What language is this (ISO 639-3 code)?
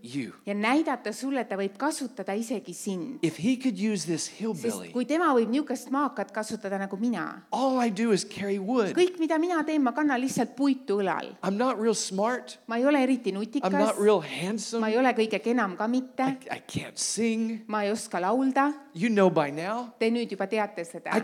est